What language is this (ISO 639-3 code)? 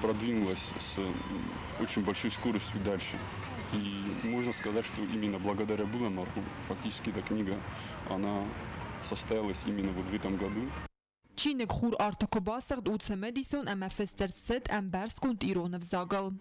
oss